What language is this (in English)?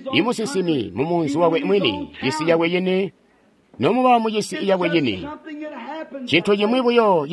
Tonga (Zambia)